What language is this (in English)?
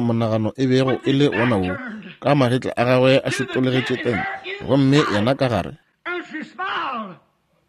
Northern Sotho